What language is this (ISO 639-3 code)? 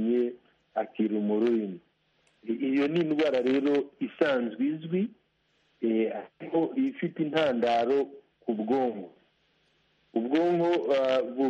kin